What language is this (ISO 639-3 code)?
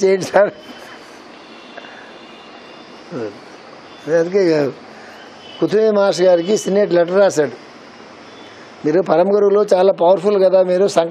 tel